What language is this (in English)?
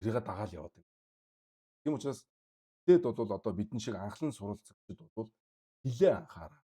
Mongolian